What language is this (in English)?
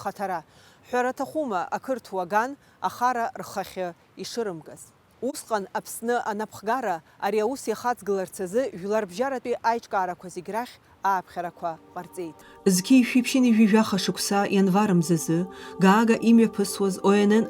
Abkhazian